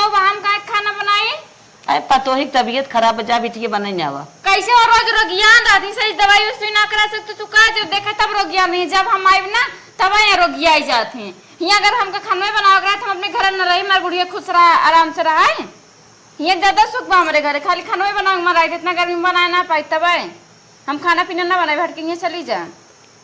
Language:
Awadhi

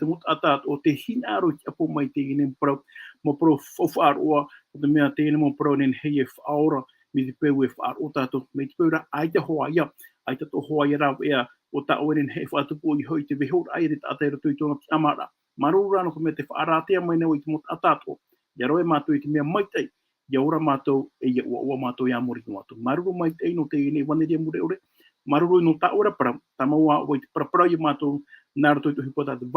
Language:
Tahitian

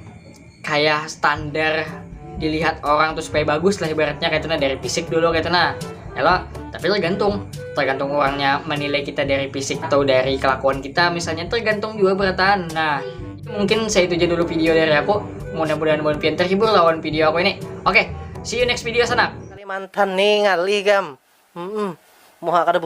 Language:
Banjar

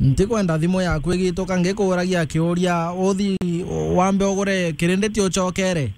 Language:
Meru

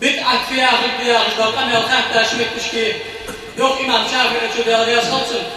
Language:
Ingush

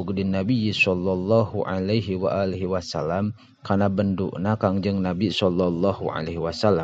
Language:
Sundanese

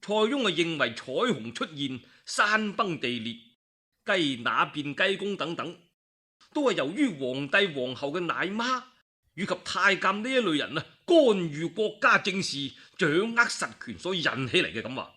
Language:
Cantonese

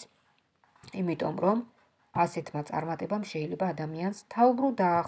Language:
Georgian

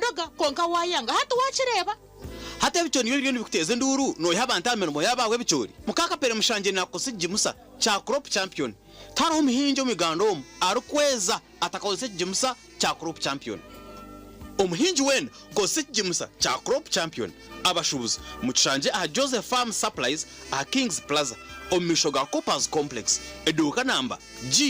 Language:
Nyankole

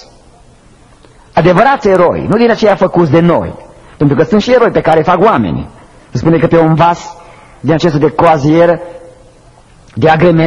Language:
Romanian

